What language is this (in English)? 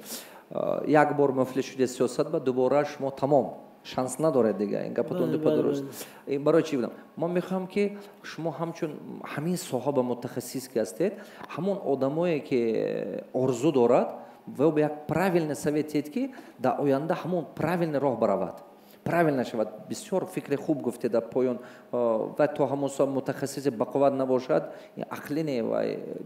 Tajik